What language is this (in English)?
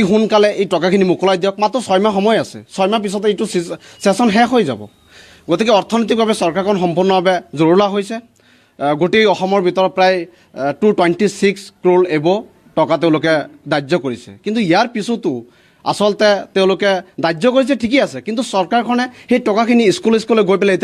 Assamese